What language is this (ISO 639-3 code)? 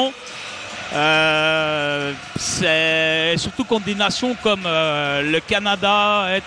fra